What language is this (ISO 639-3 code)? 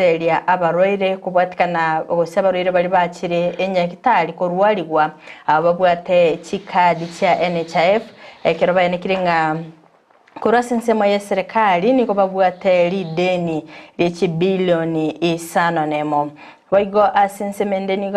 guz